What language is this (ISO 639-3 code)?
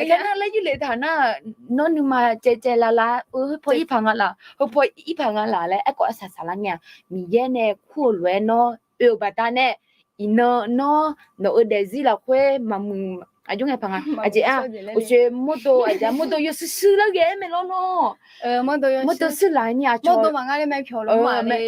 ahk